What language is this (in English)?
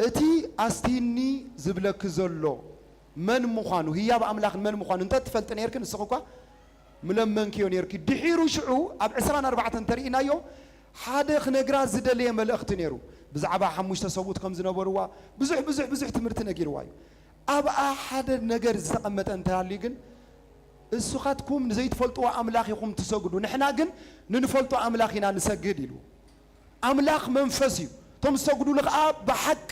Tigrinya